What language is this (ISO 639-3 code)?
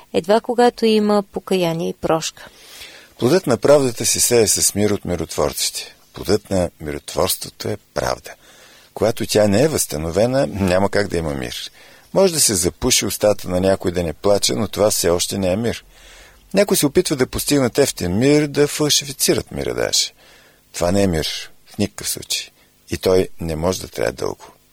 bul